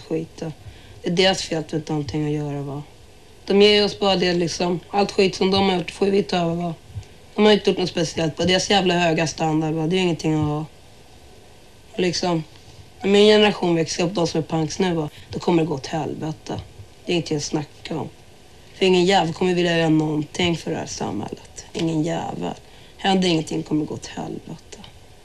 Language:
Swedish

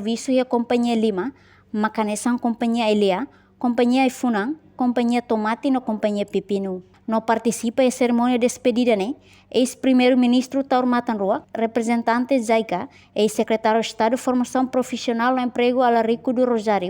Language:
Tetum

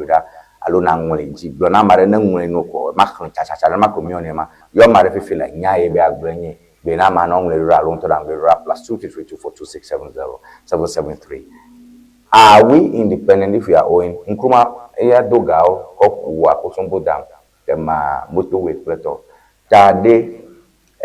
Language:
Ewe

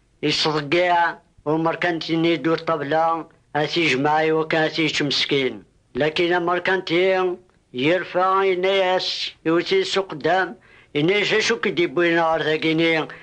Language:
Kabyle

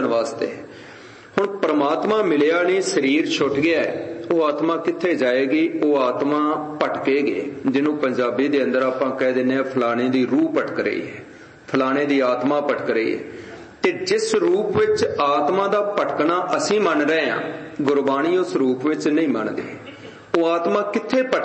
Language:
Punjabi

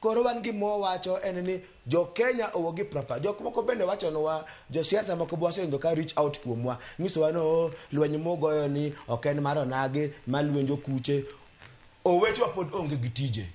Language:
Luo (Kenya and Tanzania)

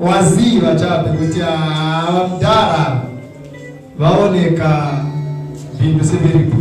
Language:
Nyanja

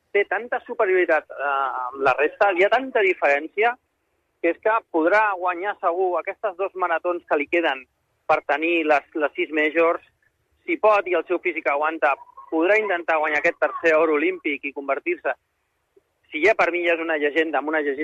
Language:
Catalan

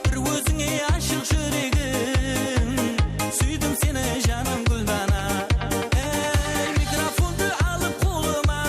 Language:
Kara-Kalpak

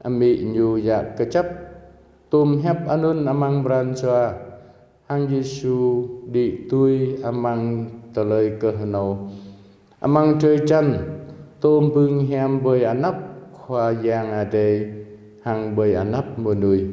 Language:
Jarai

